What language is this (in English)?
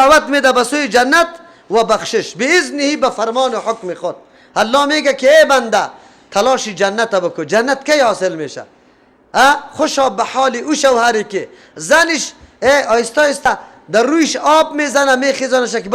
Persian